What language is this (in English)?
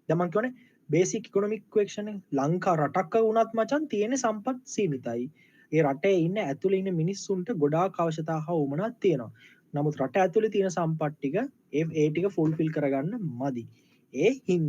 Sinhala